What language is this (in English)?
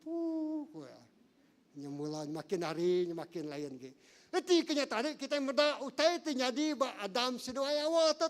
Iban